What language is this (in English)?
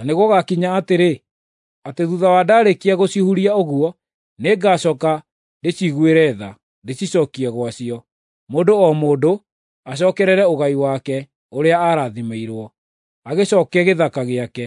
Kikuyu